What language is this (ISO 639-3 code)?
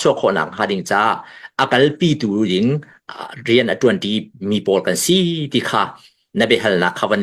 cnh